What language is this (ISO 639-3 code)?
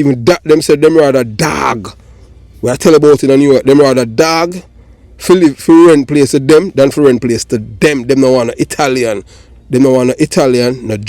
jam